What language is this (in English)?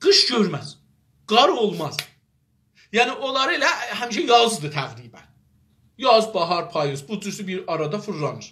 South Azerbaijani